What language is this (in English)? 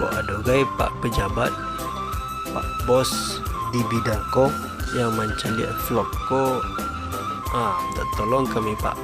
Minangkabau